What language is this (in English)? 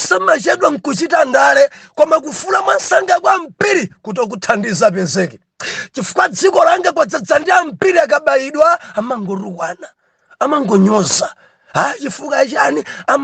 Nyanja